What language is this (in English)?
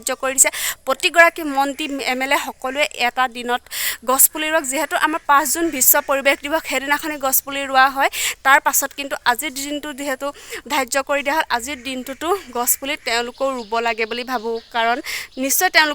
Assamese